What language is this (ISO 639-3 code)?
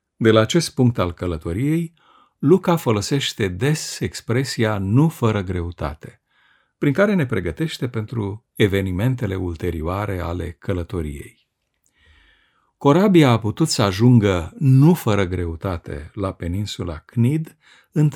ron